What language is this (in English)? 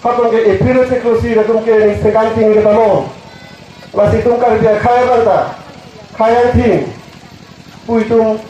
Karbi